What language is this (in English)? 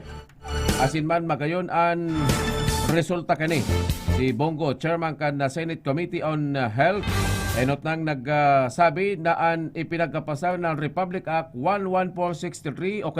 Bikol